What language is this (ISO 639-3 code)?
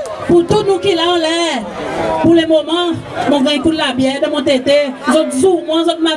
crs